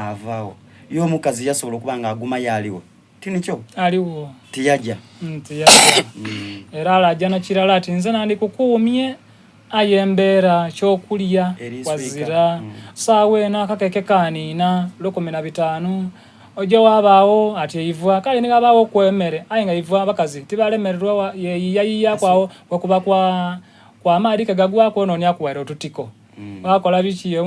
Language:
Soga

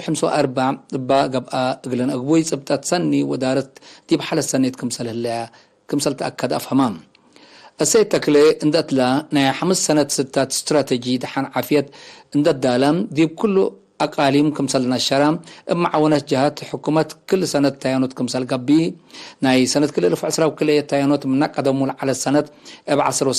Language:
Tigre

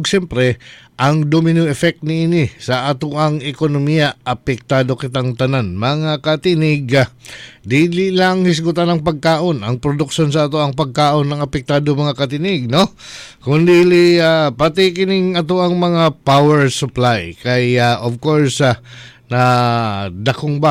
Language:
Cebuano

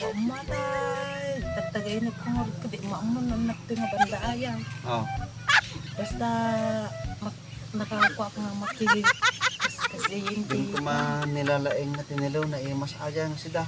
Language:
Iloko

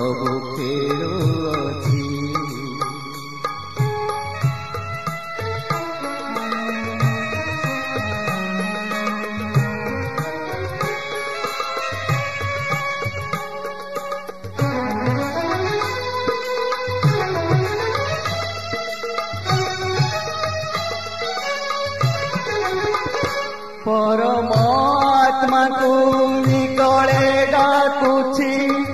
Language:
Odia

